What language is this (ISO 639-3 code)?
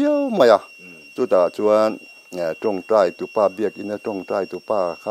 lus